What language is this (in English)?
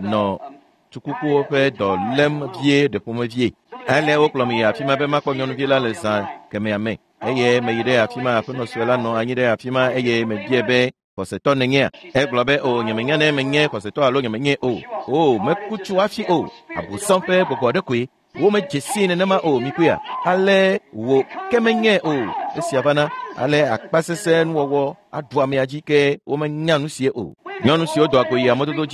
Ewe